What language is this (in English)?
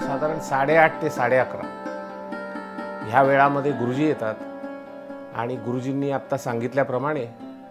Marathi